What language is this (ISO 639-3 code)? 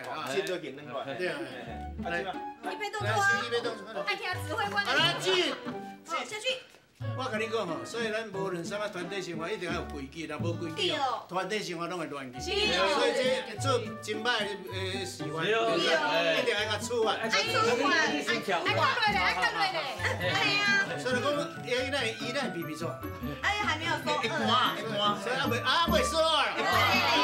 nan